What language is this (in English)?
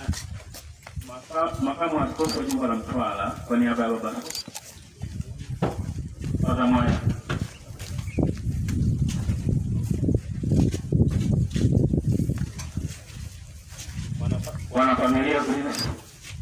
Swahili